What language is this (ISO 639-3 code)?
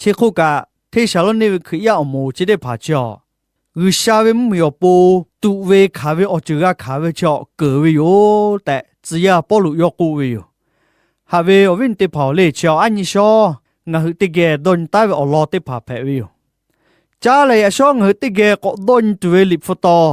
lhu